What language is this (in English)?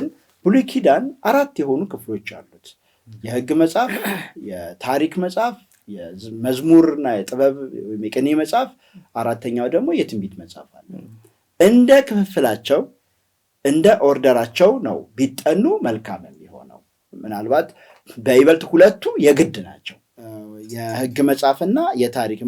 Amharic